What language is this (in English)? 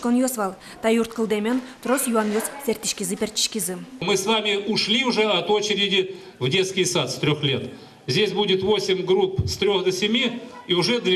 Udmurt